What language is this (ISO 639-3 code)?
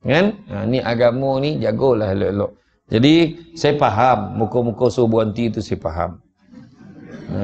msa